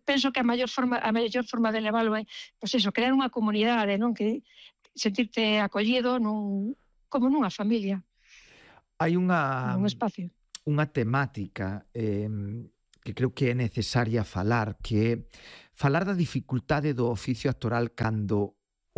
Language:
Galician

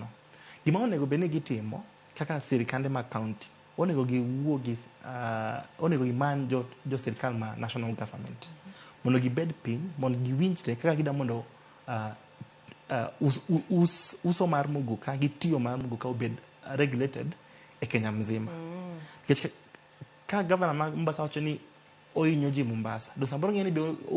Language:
Luo (Kenya and Tanzania)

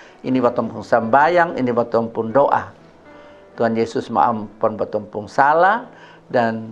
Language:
Kupang Malay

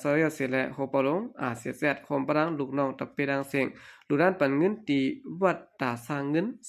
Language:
Shan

